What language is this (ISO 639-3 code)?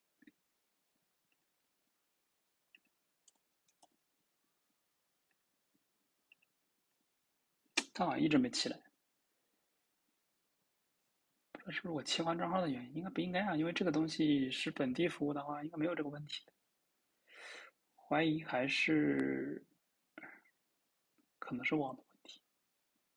zho